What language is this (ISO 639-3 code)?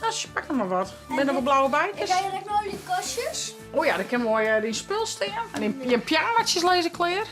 fry